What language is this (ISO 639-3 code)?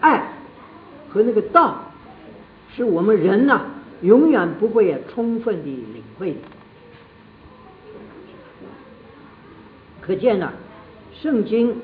zho